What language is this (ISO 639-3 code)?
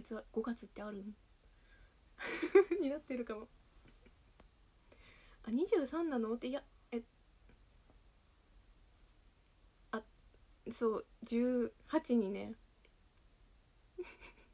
jpn